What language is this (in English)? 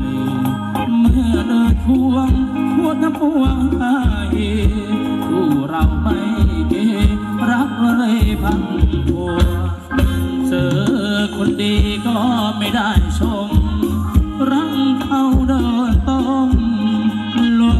Thai